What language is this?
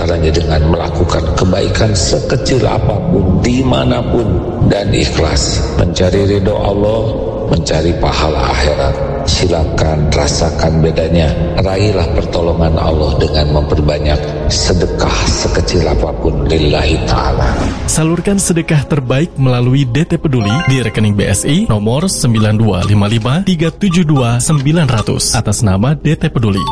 Indonesian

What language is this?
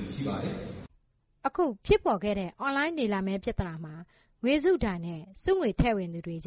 Burmese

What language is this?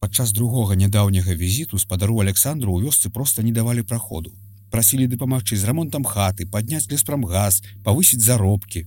Belarusian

